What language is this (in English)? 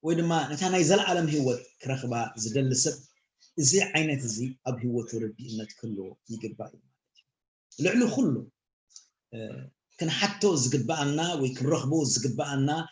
Tigrinya